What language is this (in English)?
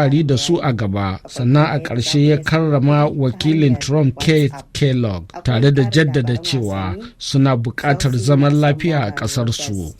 Hausa